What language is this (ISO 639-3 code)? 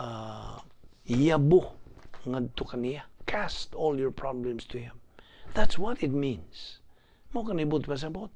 ceb